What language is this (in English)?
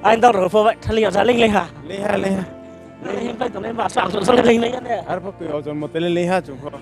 Riang (India)